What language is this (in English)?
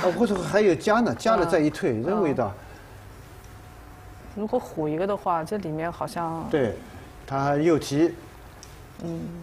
Chinese